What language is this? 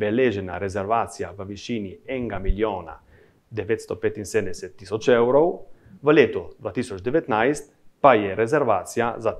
Slovenian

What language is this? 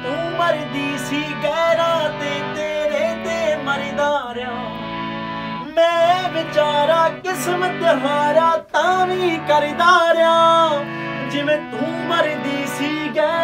Punjabi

